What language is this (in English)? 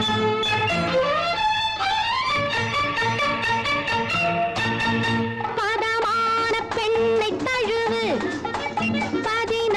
Tamil